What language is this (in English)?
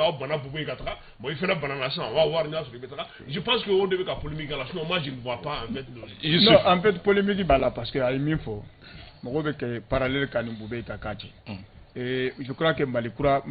Bambara